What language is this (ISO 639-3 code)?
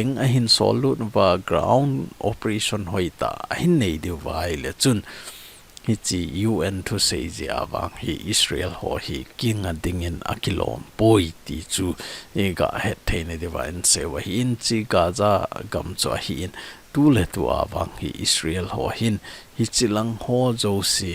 tcz